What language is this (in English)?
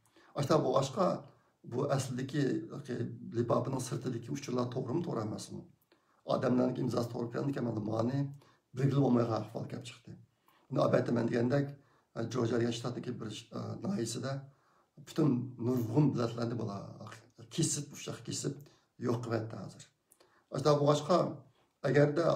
Uyghur